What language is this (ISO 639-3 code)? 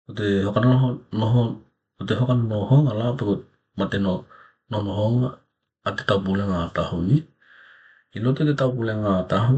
tkl